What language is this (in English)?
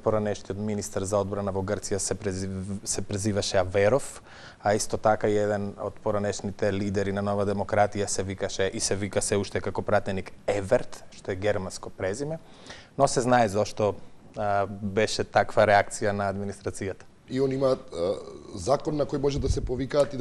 Macedonian